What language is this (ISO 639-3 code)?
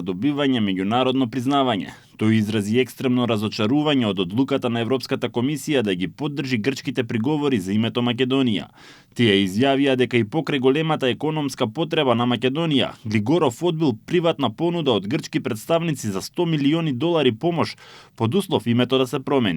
mkd